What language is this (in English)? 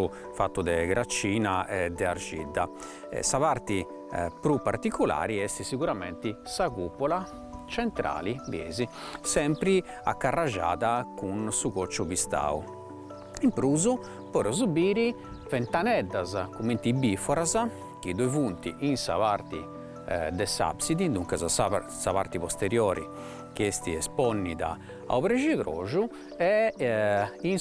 Sardinian